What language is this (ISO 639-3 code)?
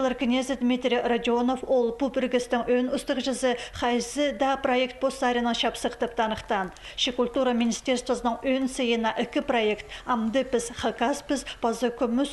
kjh